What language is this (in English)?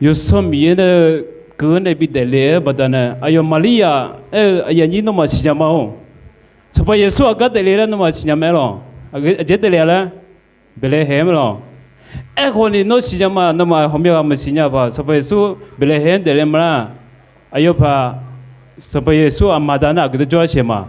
Akha